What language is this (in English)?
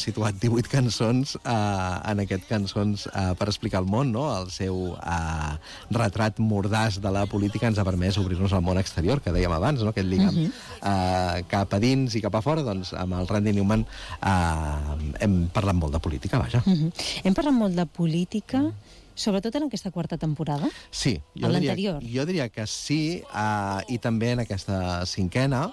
Catalan